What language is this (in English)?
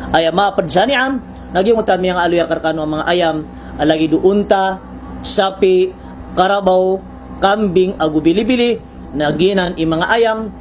Maranao